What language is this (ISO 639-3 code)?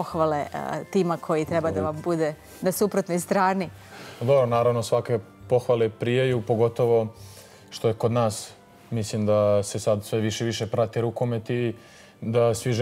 srp